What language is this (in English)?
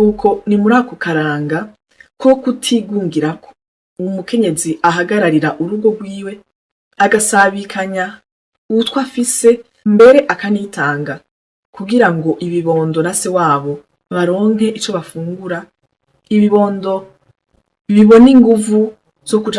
Rundi